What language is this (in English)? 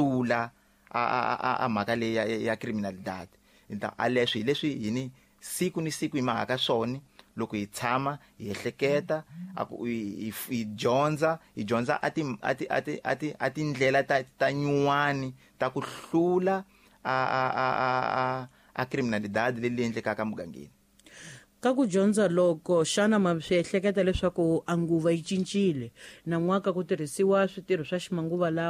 Tsonga